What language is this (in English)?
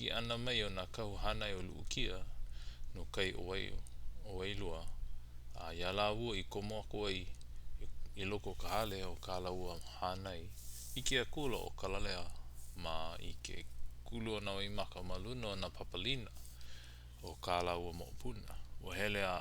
Hawaiian